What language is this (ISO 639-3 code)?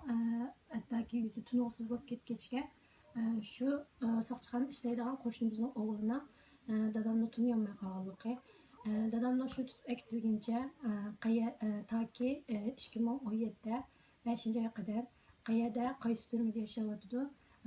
uig